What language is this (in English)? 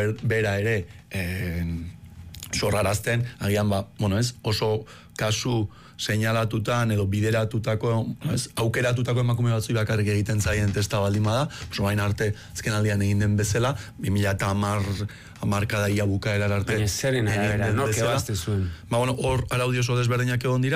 Basque